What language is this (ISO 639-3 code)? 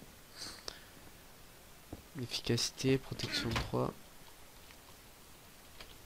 fra